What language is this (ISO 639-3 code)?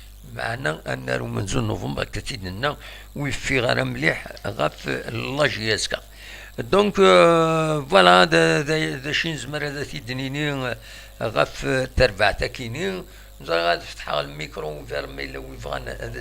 kab